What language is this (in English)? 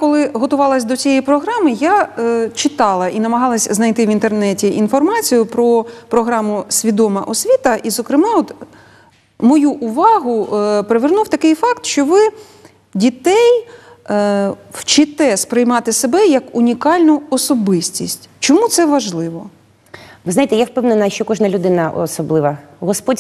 Ukrainian